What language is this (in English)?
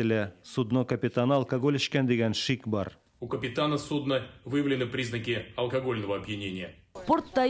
Tatar